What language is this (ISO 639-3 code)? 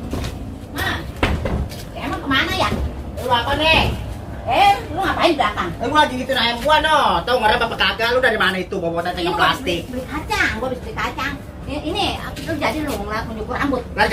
bew